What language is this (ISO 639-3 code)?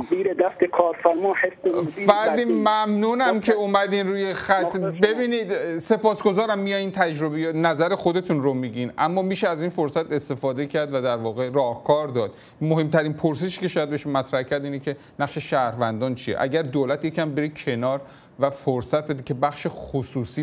fas